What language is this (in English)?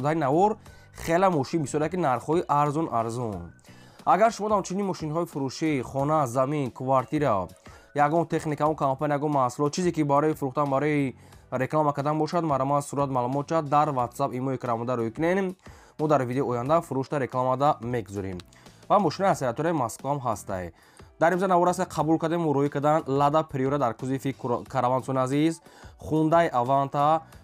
Tajik